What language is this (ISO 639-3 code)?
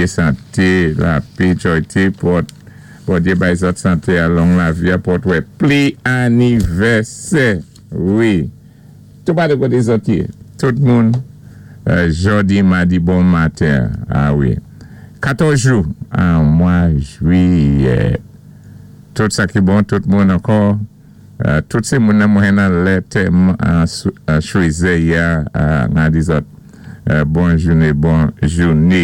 acf